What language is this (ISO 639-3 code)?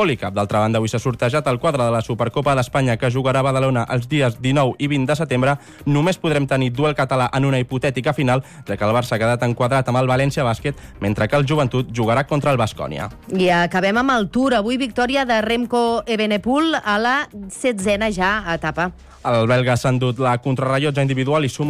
cat